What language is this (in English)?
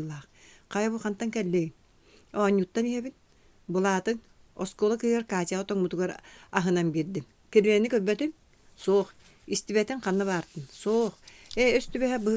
Yakut